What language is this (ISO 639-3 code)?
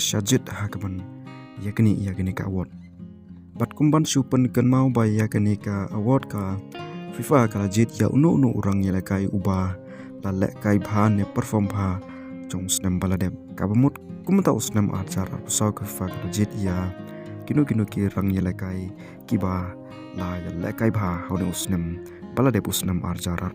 kha